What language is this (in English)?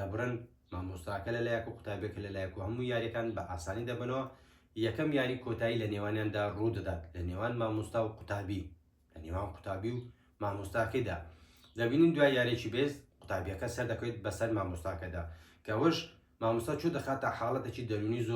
Central Kurdish